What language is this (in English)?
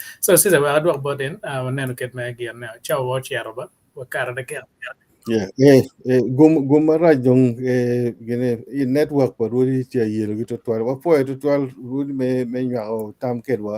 Acoli